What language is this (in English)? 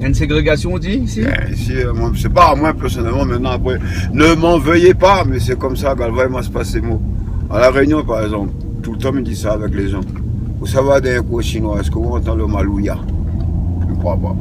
Réunion Creole French